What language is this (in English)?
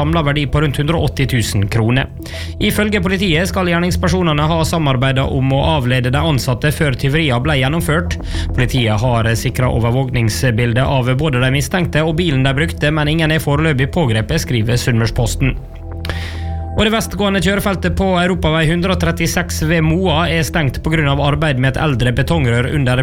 Norwegian